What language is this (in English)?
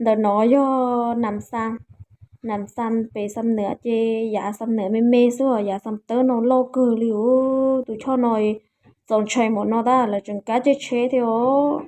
Hmong